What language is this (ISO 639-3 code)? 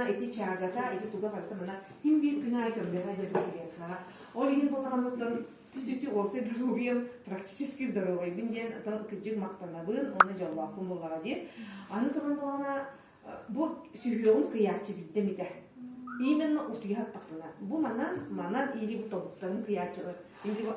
sah